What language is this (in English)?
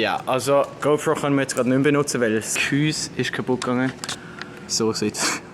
Swiss German